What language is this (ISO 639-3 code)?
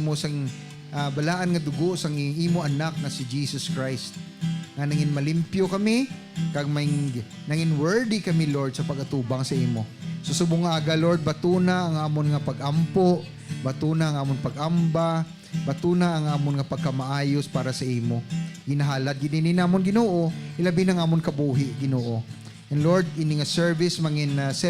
hil